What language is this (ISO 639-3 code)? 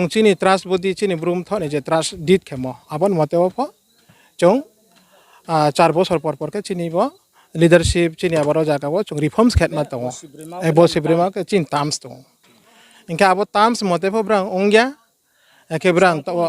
ria